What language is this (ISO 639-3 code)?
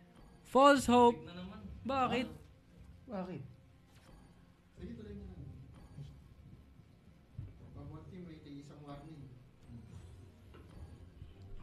fil